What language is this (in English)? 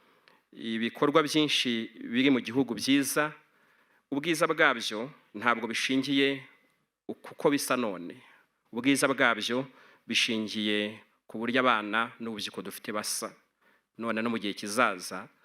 Kinyarwanda